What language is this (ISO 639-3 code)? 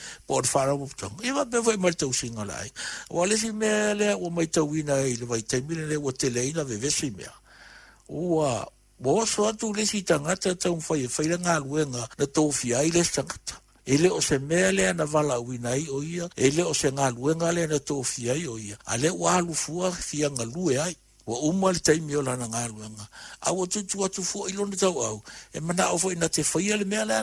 smo